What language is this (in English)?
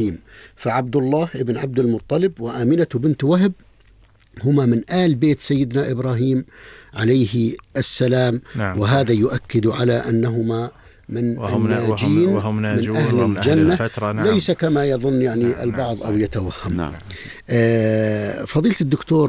Arabic